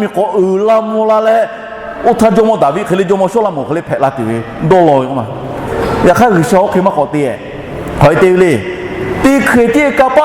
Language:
Lahu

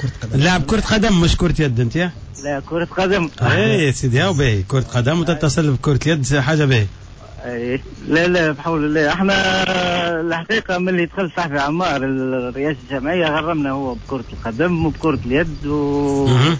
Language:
Tunisian Arabic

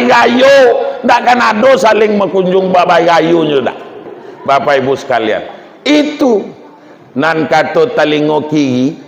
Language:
Minangkabau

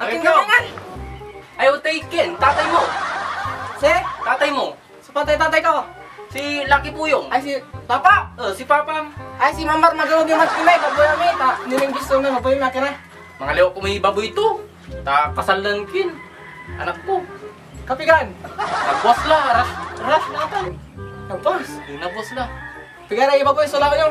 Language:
Pangasinan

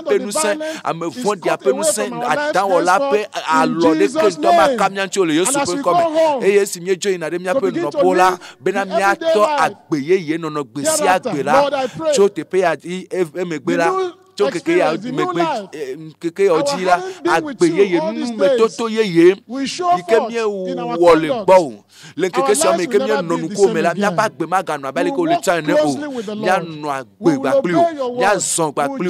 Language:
Ewe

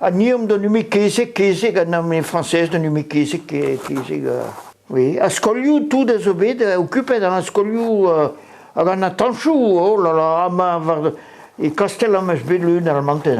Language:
Breton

